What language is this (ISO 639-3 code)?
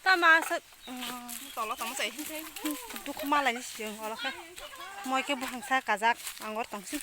trp